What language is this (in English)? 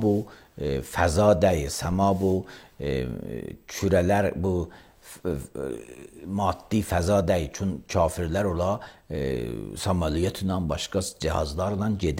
Azerbaijani